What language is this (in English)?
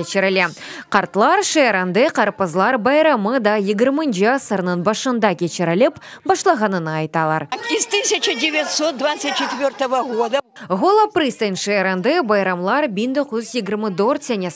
Crimean Tatar